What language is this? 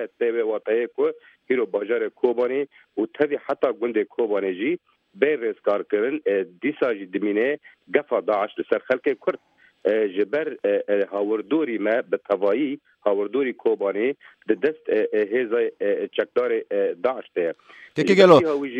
Kurdish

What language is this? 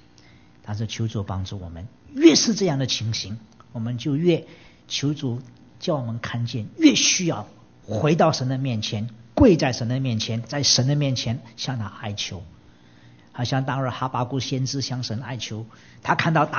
Chinese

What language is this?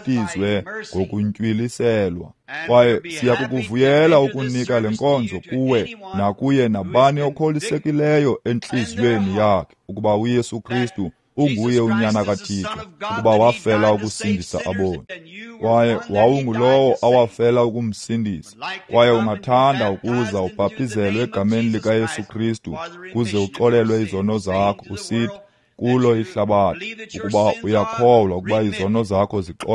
Xhosa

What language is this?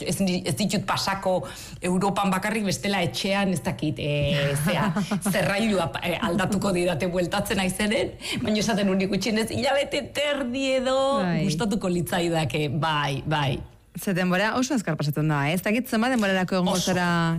Basque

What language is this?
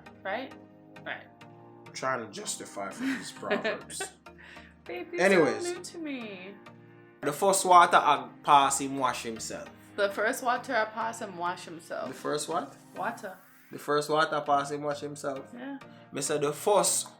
Jamaican Creole English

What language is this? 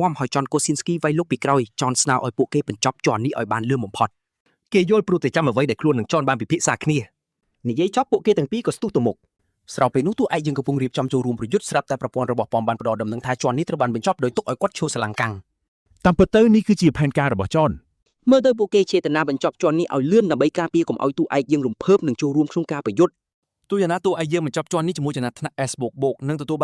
Khmer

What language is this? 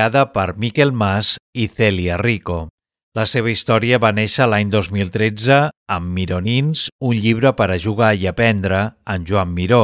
Catalan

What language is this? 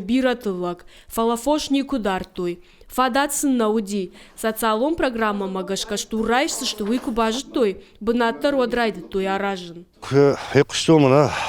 Ossetic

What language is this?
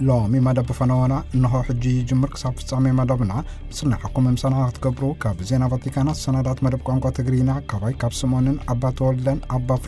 Tigrinya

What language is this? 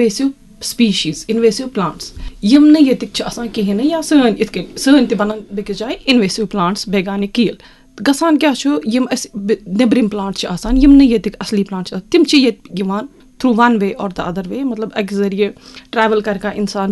Kashmiri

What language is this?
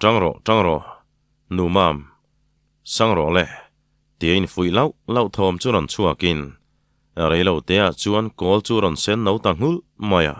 Mizo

